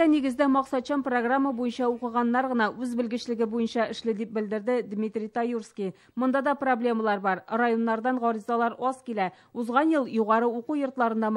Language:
Tatar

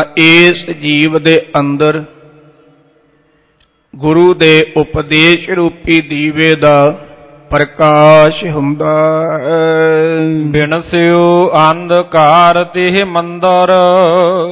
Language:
Punjabi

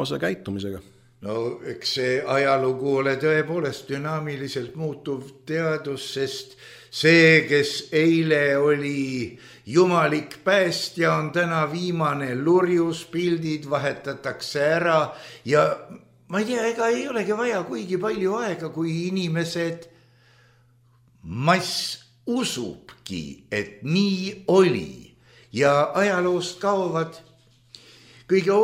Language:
Estonian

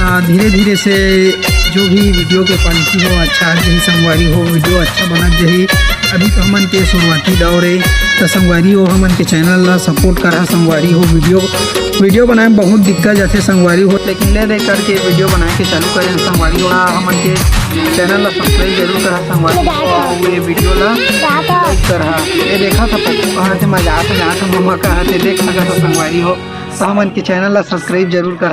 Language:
Chhattisgarhi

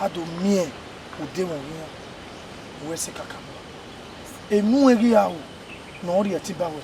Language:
Bini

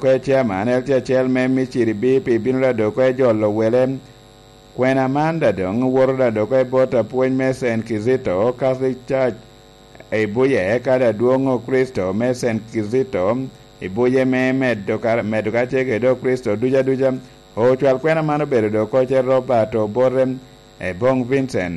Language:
Lango (Uganda)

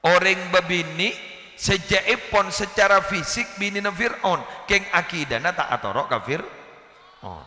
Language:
Madurese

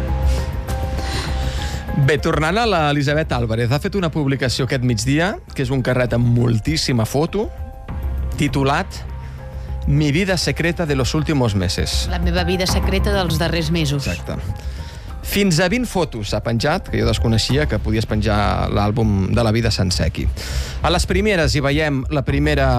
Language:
Catalan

